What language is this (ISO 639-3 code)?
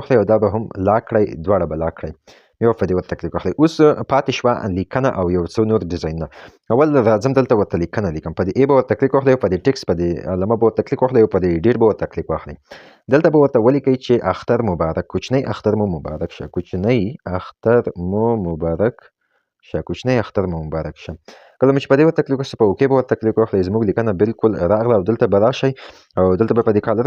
pus